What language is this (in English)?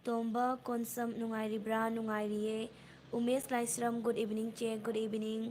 Manipuri